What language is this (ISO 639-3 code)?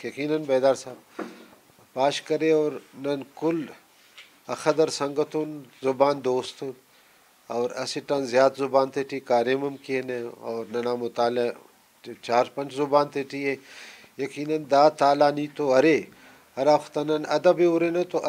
brh